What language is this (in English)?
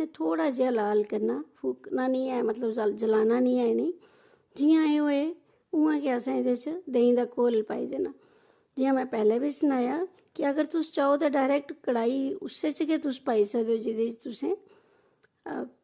Dogri